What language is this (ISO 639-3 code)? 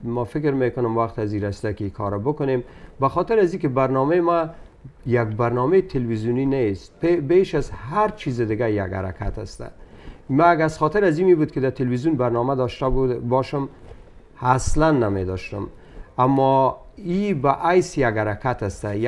fas